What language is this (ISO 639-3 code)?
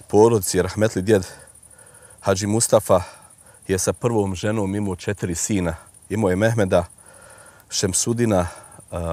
bos